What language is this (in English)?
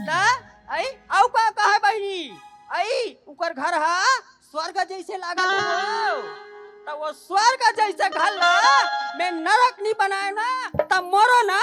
Chhattisgarhi